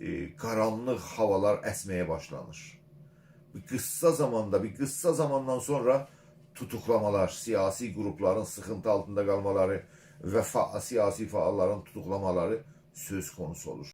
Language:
South Azerbaijani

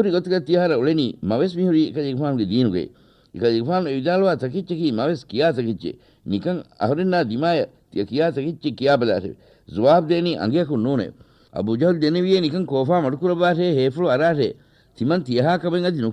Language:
Divehi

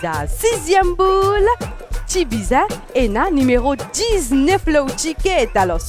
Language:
Morisyen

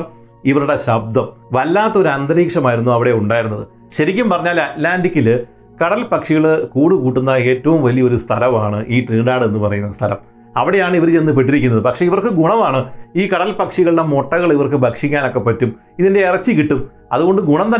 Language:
Malayalam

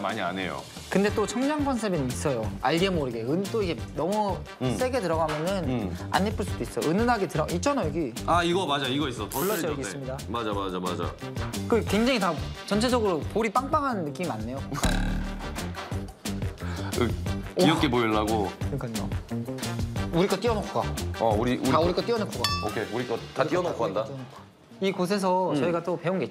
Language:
Korean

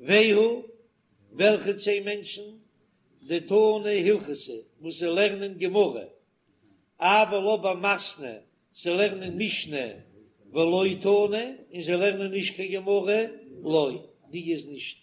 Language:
Yiddish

